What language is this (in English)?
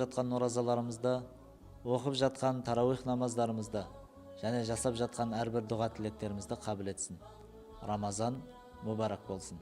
Kazakh